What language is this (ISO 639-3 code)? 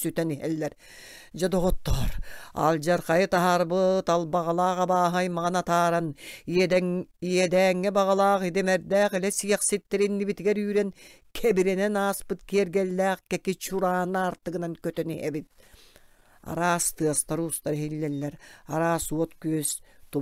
sah